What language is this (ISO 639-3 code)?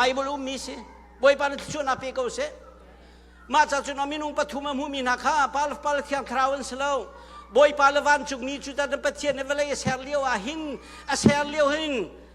cnh